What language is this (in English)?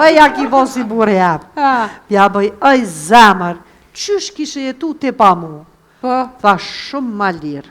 Albanian